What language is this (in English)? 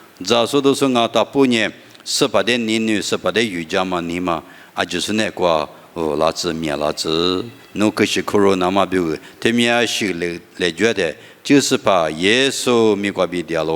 Lisu